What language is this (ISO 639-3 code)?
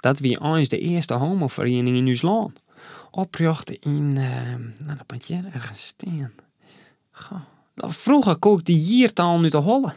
fry